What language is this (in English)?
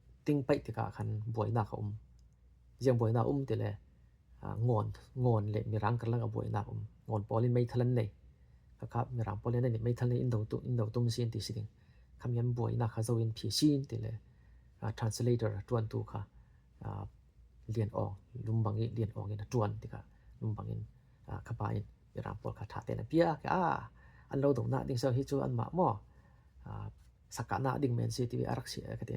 Falam Chin